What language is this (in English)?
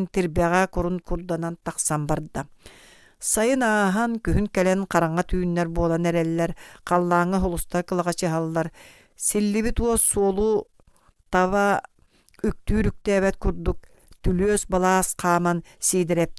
Yakut